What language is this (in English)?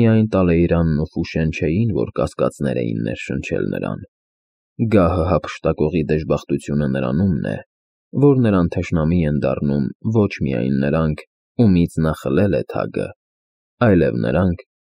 Armenian